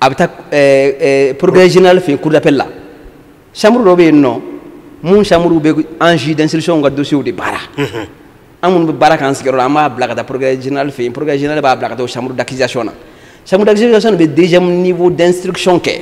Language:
Bambara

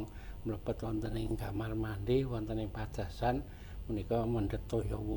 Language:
Javanese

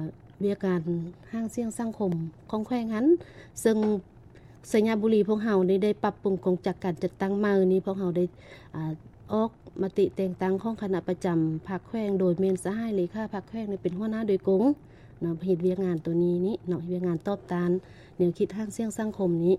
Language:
Lao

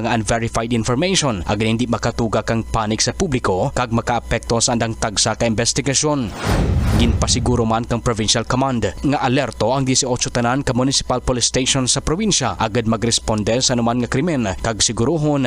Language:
Kinaray-a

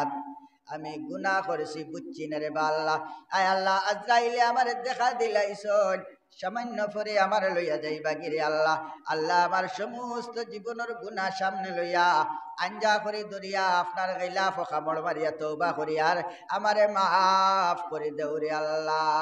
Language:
Sylheti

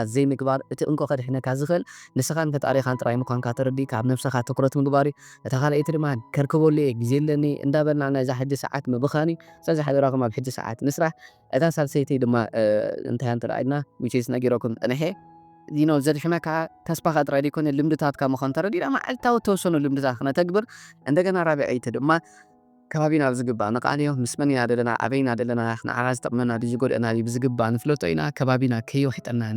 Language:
Tigrinya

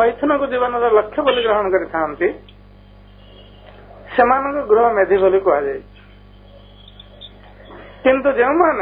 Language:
Odia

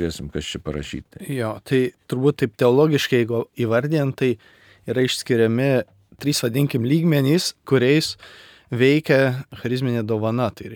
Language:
Lithuanian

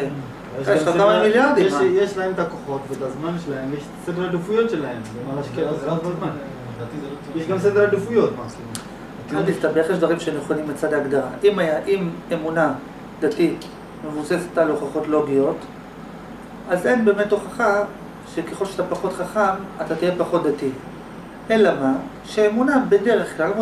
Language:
Hebrew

